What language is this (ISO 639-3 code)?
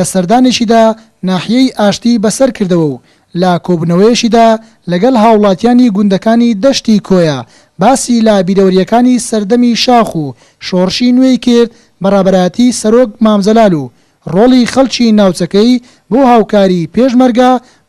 ckb